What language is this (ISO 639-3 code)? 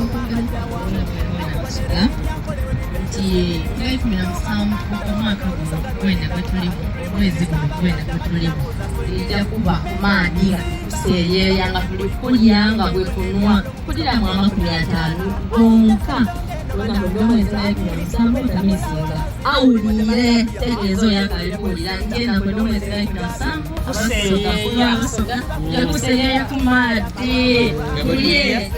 xog